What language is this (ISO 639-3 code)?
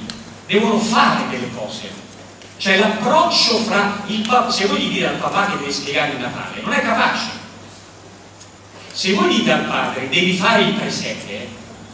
ita